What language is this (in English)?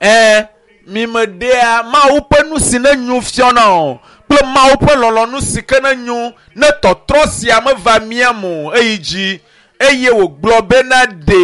Ewe